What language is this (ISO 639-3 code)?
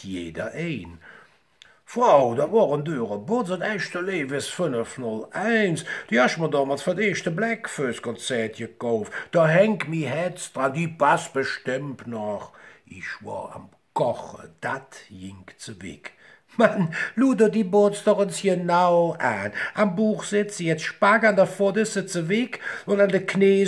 ksh